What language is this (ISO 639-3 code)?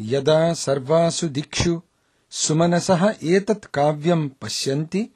san